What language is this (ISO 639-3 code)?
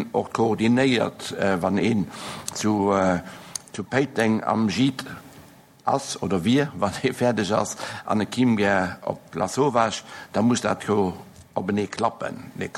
ltz